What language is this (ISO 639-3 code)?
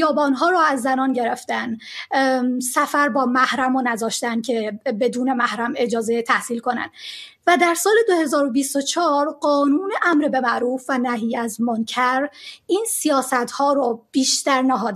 fas